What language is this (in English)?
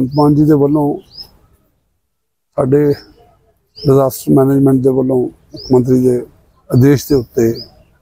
Punjabi